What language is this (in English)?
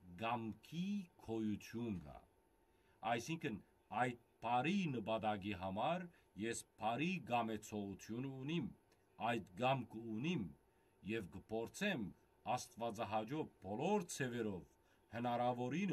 Western Armenian